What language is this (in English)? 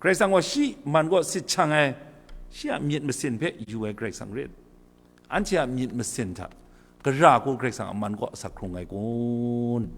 Kachin